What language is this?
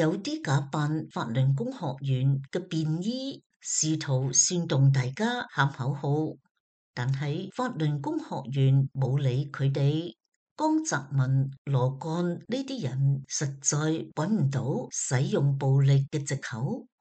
Cantonese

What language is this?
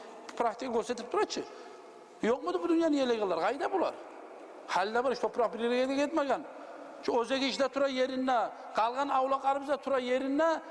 Kumyk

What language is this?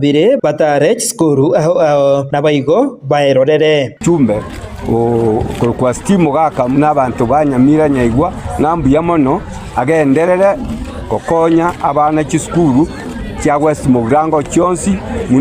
Gusii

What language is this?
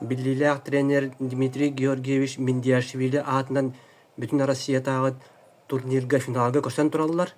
Yakut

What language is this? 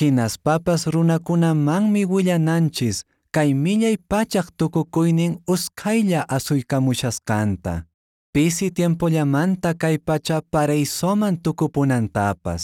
Quechua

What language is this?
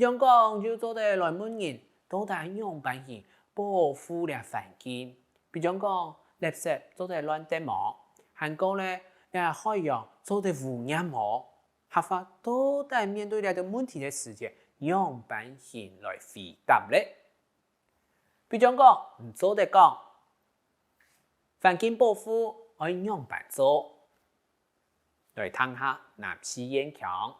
Hakka Chinese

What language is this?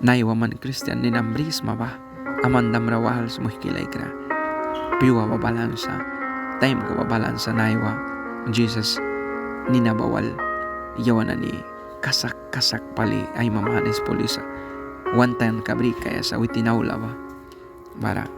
Mískito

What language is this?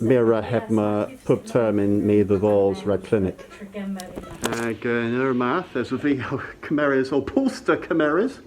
Cornish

